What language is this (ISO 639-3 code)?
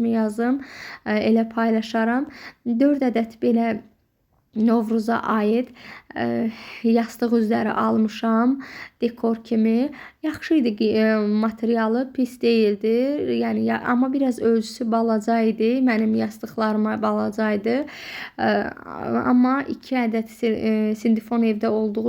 aze